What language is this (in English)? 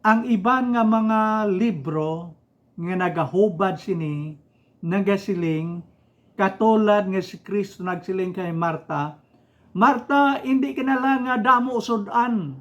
Hiligaynon